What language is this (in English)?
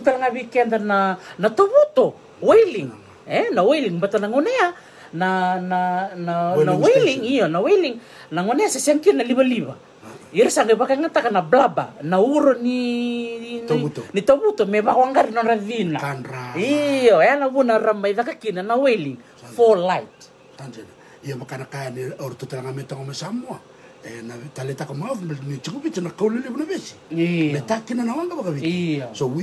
Fijian